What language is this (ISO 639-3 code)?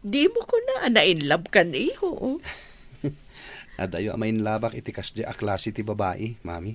ilo